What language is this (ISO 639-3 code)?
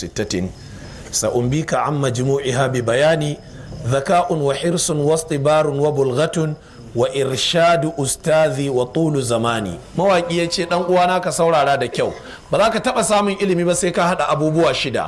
hau